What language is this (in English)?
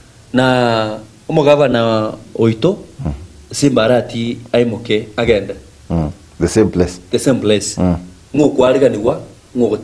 Gusii